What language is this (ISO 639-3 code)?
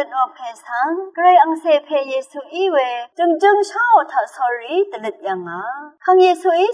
raw